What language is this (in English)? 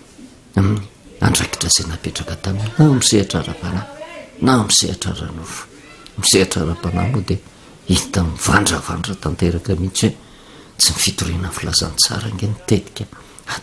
Malagasy